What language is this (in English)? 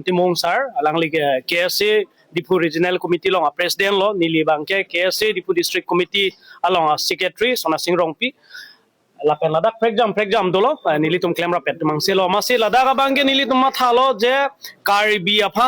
Karbi